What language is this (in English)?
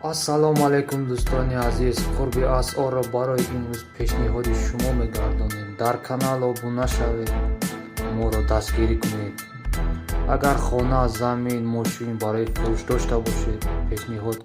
Tajik